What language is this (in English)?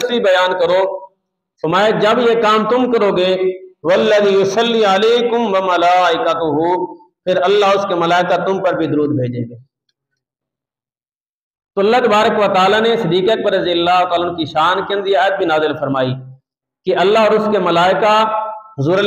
Urdu